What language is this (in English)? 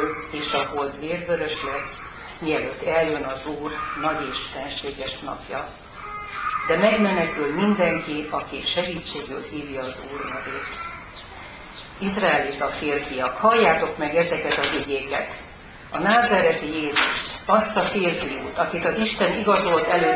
Hungarian